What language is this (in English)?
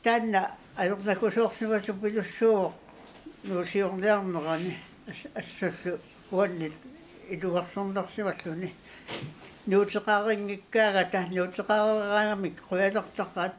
Kalaallisut